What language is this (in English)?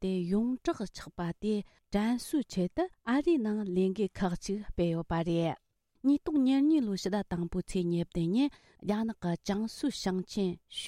Tibetan